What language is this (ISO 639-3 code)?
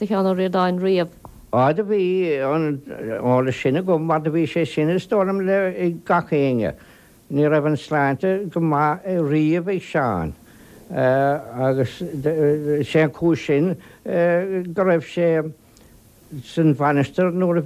gle